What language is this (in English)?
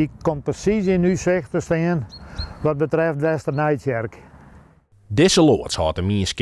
Western Frisian